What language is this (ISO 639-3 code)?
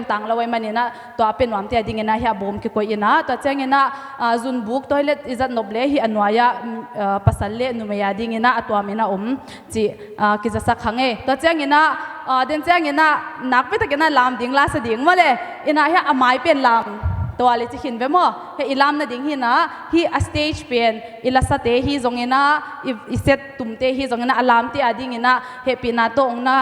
ctd